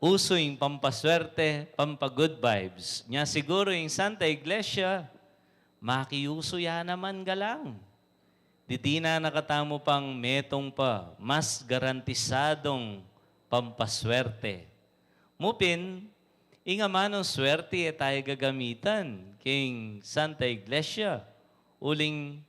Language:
Pampanga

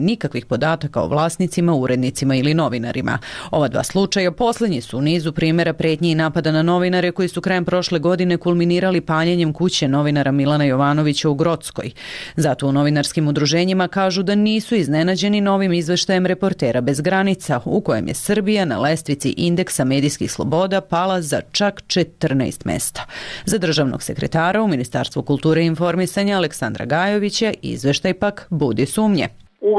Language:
Serbian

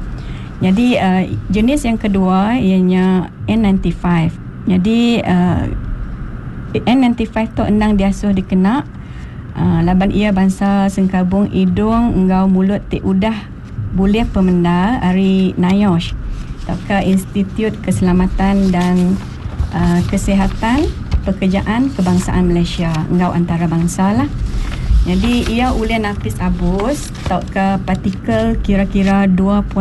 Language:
Iban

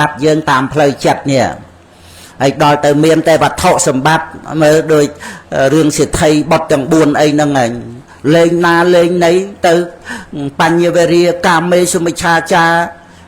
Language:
Khmer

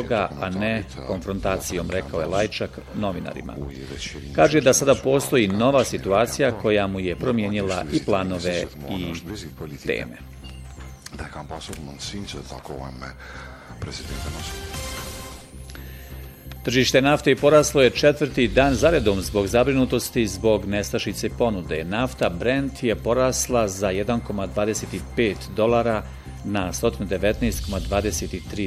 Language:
Bosnian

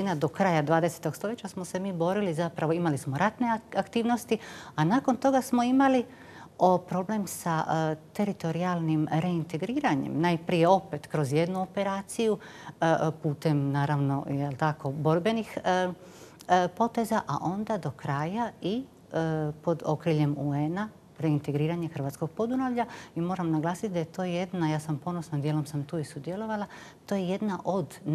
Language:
Croatian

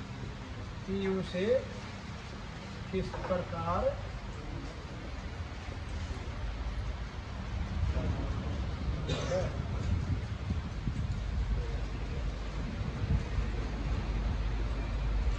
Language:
Hindi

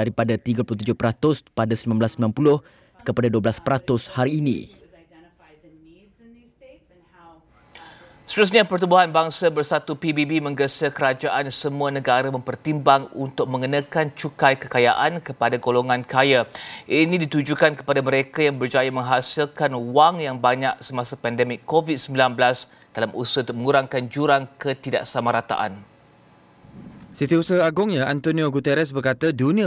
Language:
Malay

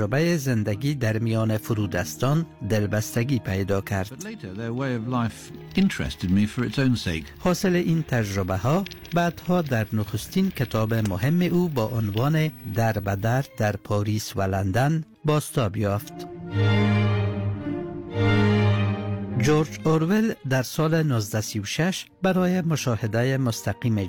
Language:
Persian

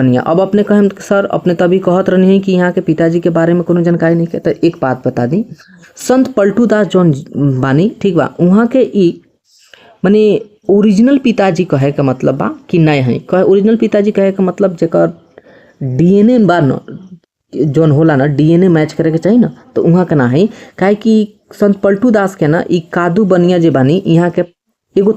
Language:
Bhojpuri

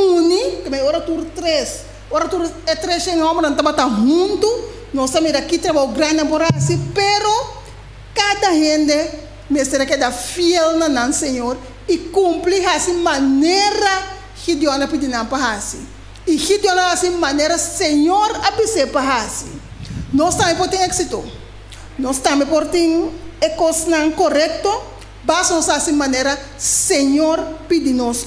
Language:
Papiamento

